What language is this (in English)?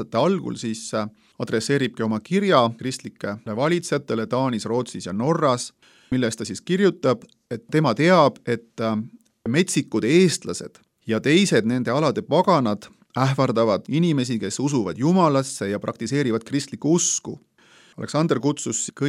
Estonian